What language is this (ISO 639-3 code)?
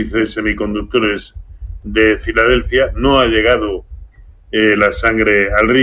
spa